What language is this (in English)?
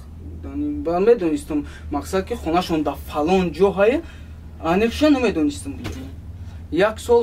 Tajik